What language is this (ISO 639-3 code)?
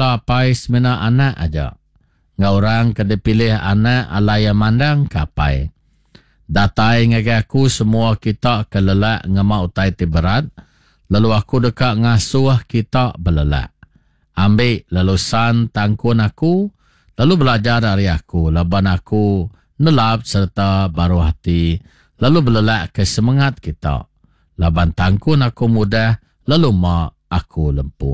iba